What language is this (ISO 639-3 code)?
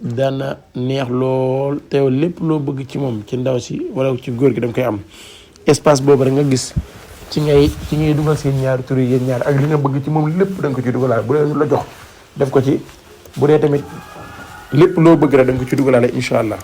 wol